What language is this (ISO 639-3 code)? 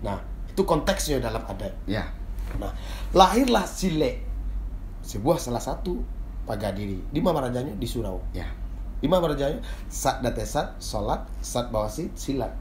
min